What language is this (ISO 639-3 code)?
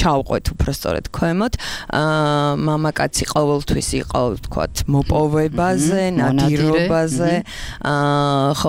kat